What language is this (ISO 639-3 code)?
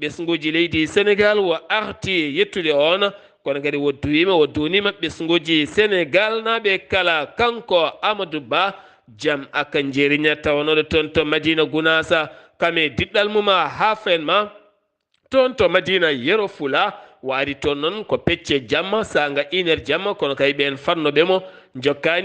ful